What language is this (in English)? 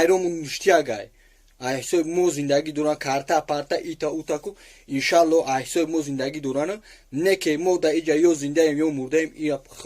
Tajik